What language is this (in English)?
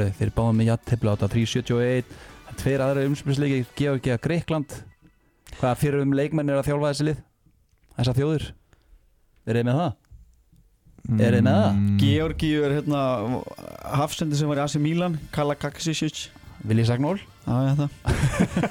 Icelandic